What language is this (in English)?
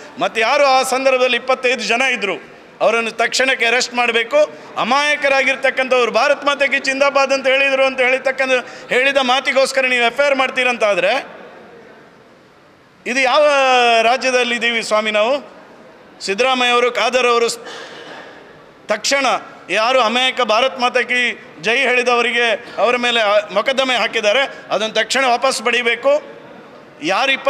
Kannada